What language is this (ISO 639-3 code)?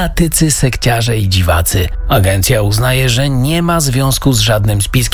pol